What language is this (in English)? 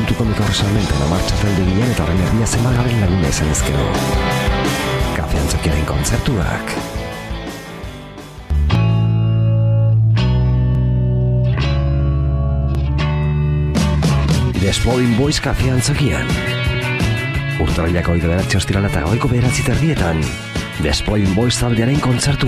Basque